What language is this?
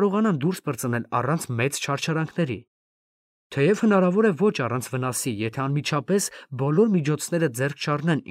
Armenian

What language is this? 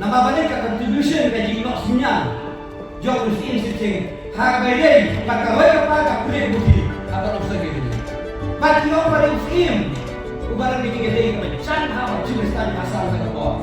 Khasi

